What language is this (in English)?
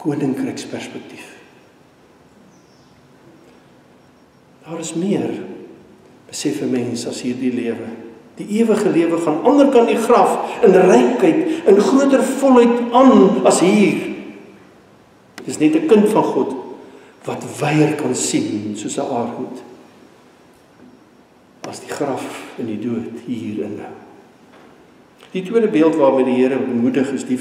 Afrikaans